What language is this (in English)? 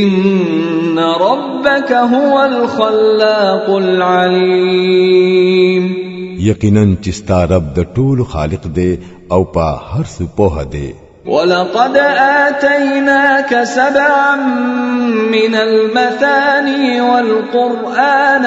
Pashto